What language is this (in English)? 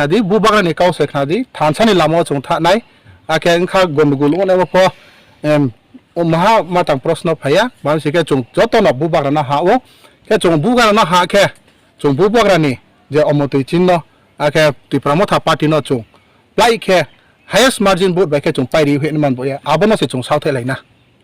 Riang (India)